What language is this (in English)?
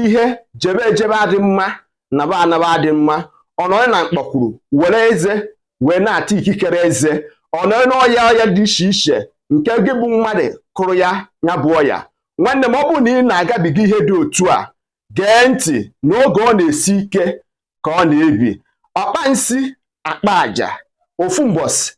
Igbo